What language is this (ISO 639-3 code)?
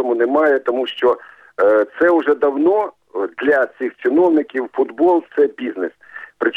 ukr